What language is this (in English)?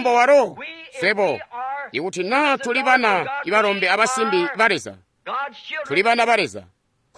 Tonga (Zambia)